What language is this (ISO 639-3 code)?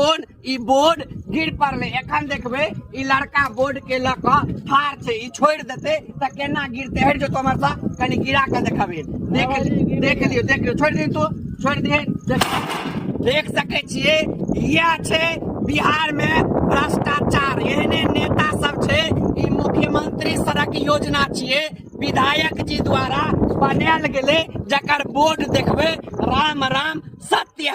mai